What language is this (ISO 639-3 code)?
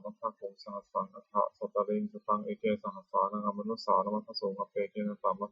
pli